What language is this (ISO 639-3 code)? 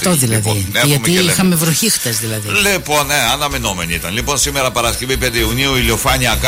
ell